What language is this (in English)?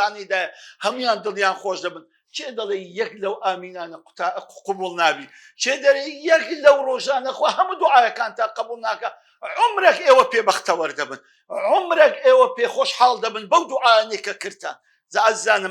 Central Kurdish